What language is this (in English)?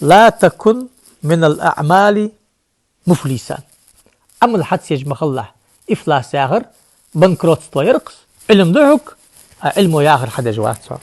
Ingush